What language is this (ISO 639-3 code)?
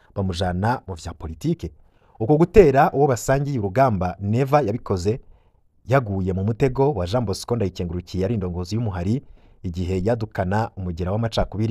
run